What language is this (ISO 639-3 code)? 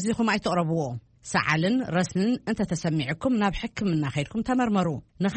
tir